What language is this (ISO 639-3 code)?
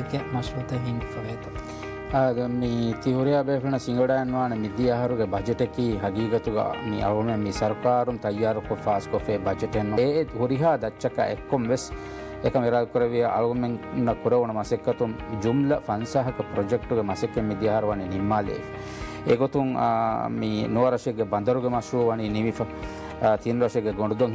div